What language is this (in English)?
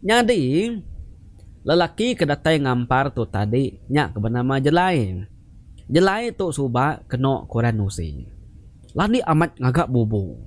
Iban